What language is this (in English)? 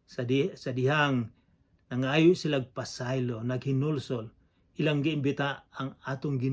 Cebuano